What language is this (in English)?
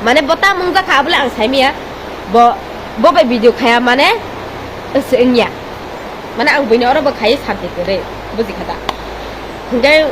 Kok Borok